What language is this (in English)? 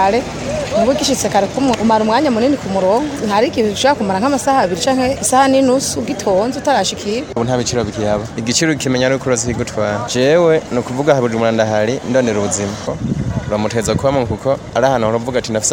Rundi